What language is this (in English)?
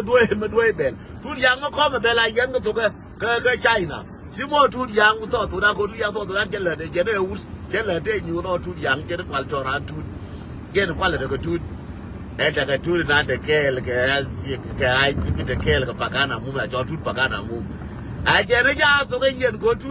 Nuer